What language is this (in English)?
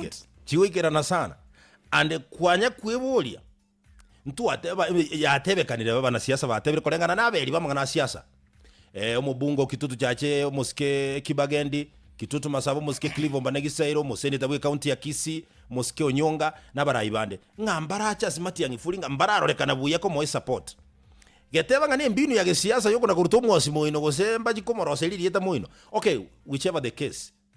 Gusii